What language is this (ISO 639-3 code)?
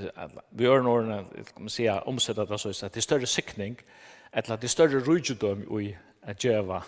fao